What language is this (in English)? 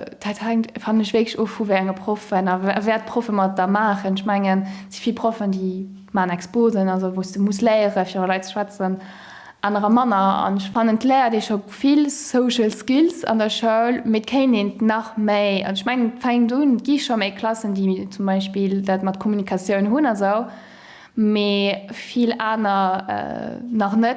Luxembourgish